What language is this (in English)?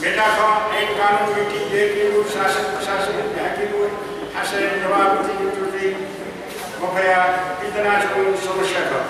Newari